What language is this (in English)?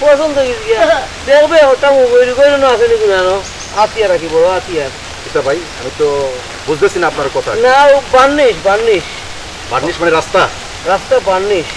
Sylheti